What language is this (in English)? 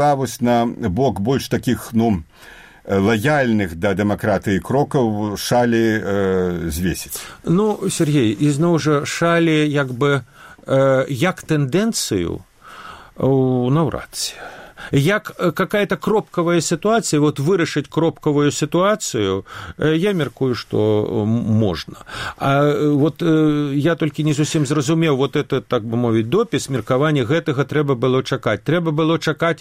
Belarusian